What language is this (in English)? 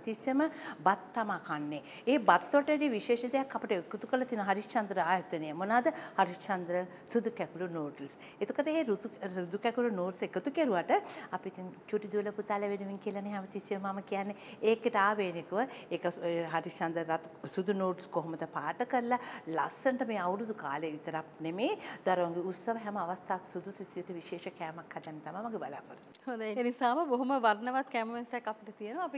Sinhala